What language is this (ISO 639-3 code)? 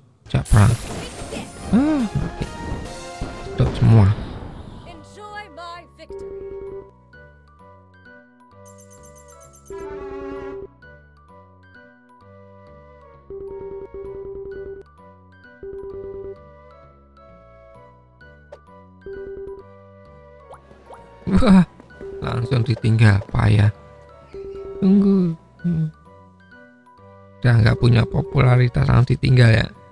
ind